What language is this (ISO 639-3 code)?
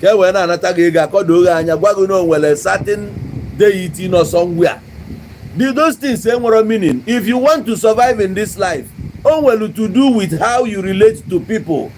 ibo